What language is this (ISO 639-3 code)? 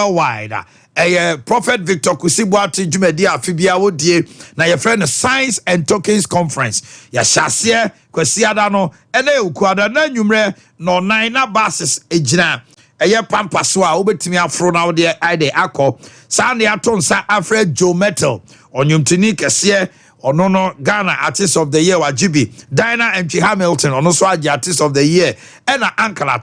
aka